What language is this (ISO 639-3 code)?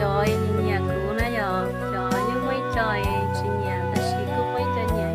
hmn